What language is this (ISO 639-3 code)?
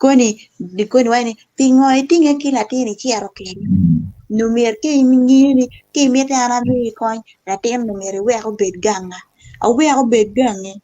ach